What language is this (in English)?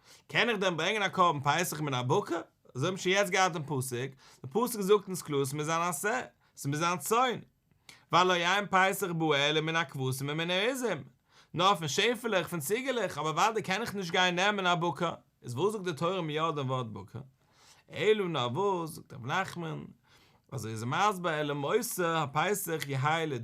Yiddish